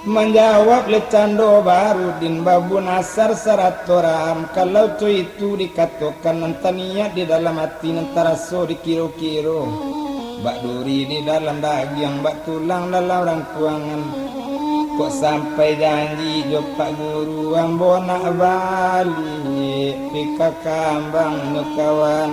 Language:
Minangkabau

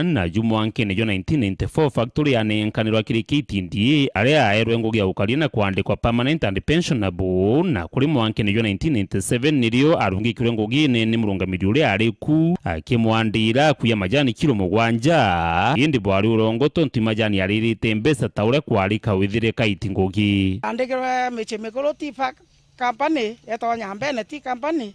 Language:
Meru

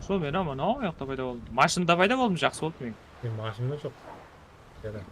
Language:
Kara-Kalpak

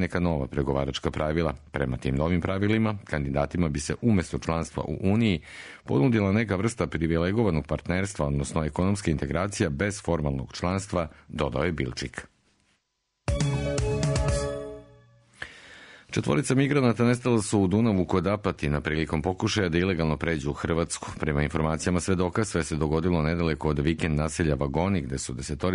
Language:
Serbian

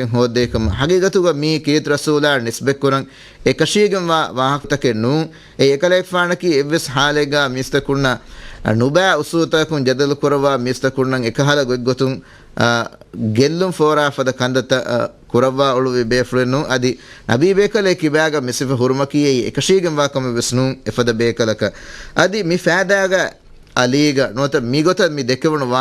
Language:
Divehi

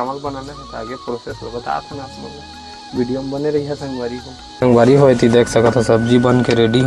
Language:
Chhattisgarhi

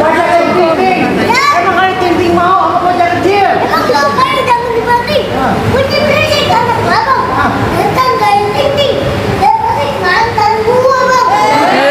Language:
Betawi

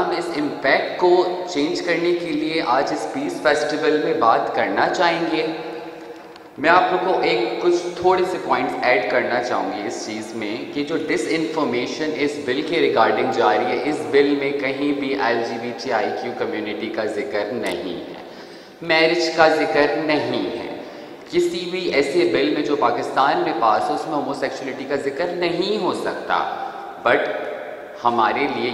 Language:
Urdu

